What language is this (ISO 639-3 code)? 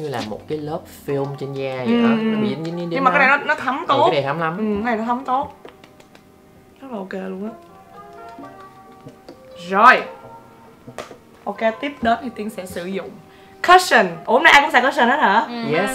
vie